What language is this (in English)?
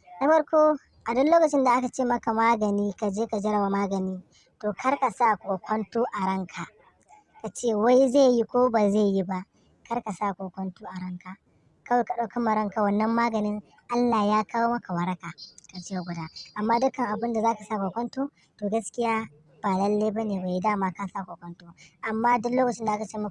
Hausa